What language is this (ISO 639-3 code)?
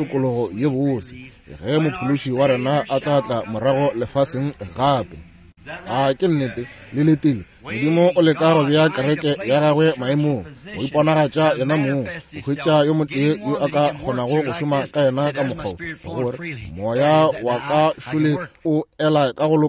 nso